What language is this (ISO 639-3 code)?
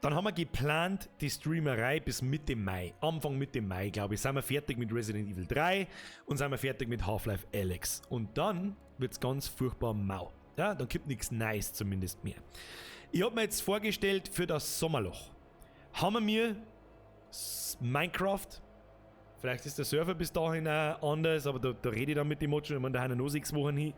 bar